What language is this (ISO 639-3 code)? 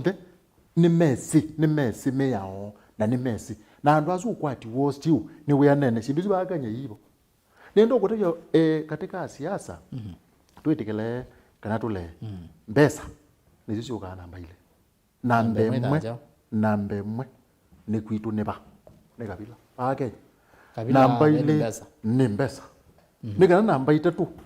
kam